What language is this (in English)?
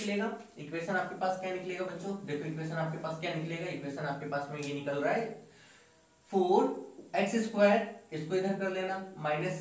Hindi